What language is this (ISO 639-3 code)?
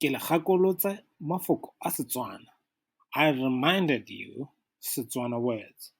tsn